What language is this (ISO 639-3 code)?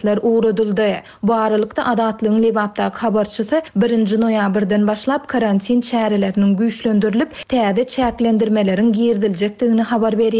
tuk